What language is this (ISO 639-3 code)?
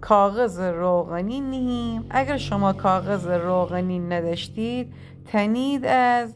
glk